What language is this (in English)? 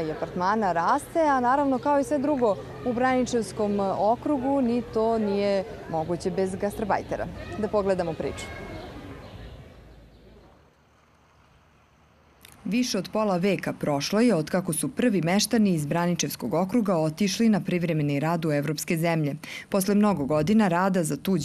Serbian